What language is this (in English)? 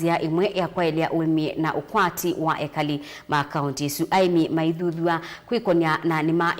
Kamba